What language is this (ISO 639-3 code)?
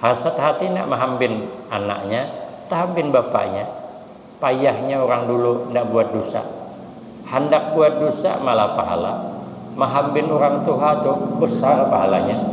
bjn